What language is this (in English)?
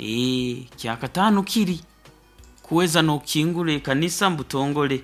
Nyoro